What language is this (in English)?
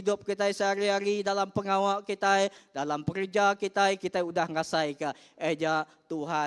Iban